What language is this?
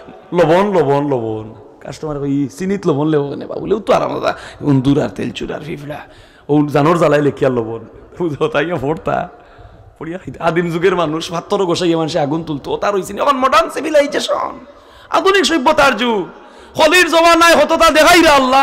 Sylheti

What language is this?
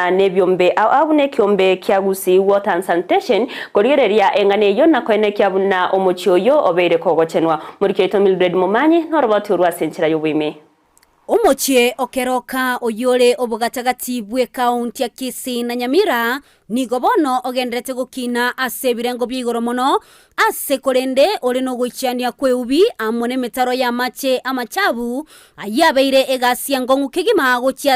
Gusii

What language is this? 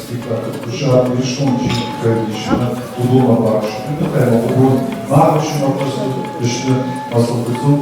Ossetic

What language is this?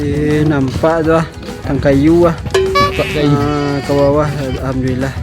Minangkabau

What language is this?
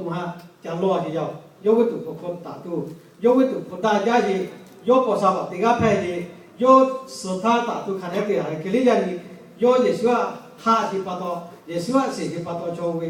Lahu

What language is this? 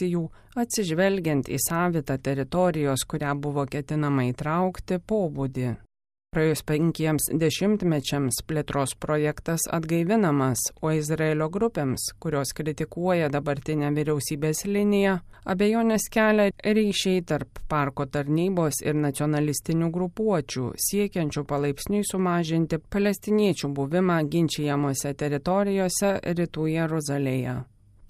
Lithuanian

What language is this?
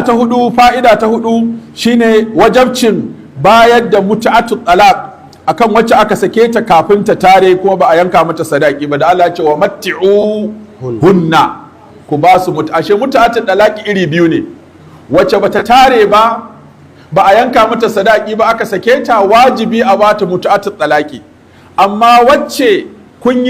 Hausa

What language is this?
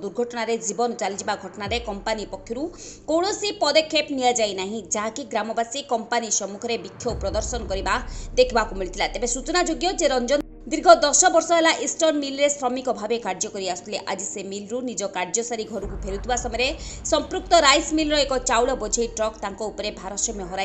Odia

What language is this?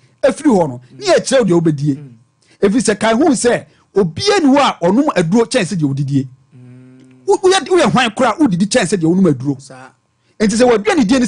Akan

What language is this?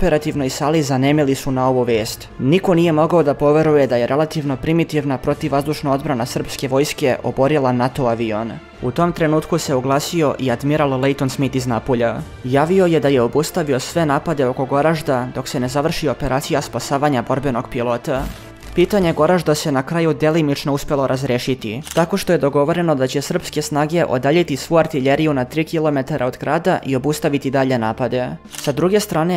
Serbian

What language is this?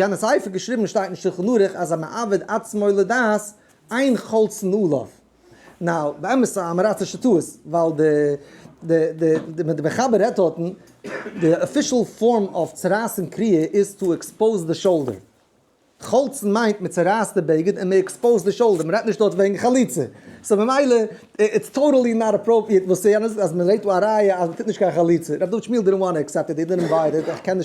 Yiddish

